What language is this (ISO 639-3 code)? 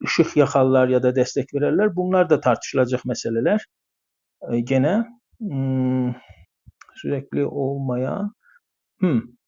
azb